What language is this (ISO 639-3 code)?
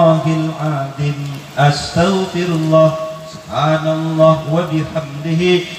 mad